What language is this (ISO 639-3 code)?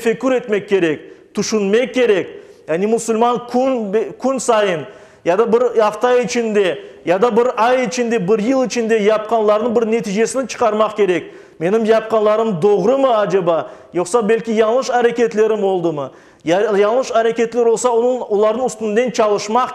crh